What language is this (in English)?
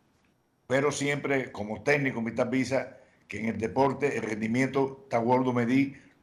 Papiamento